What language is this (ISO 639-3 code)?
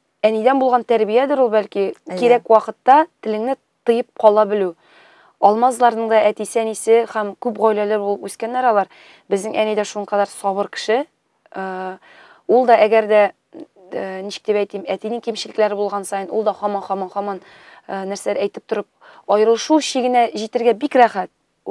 tat